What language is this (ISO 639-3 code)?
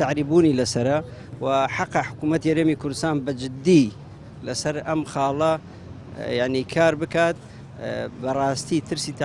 ckb